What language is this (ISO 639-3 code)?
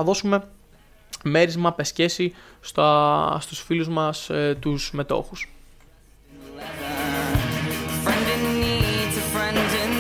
ell